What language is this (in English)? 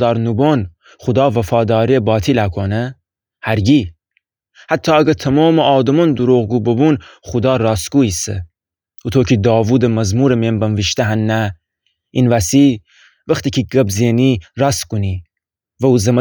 Gilaki